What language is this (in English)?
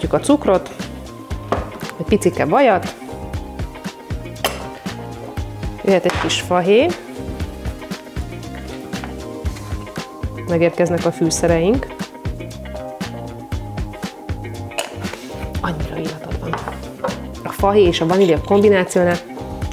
Hungarian